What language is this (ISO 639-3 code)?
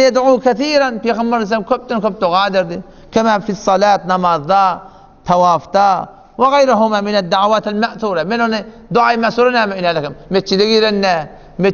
tuk